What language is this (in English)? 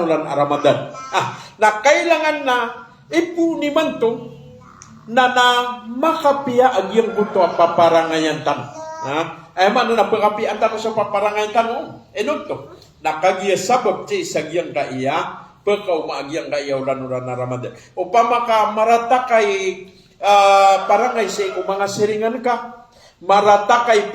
Maranao